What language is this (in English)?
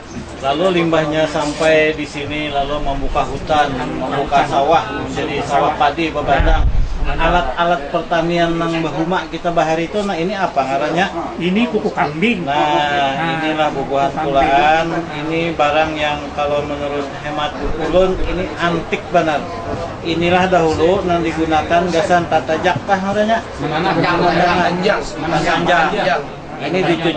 Banjar